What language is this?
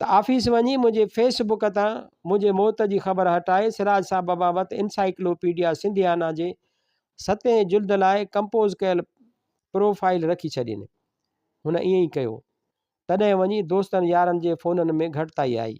Sindhi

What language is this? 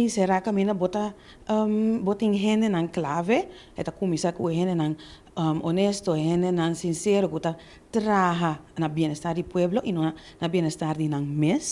Papiamento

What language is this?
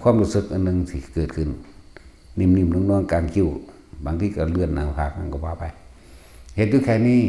Northeastern Thai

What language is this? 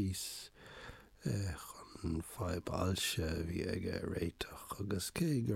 Irish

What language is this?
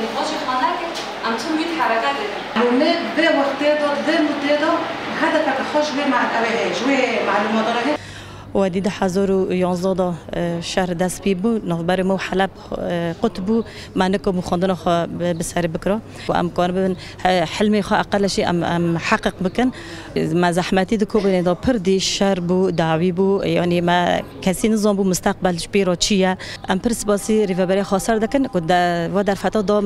Kurdish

